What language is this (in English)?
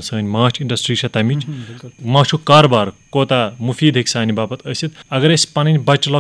Kashmiri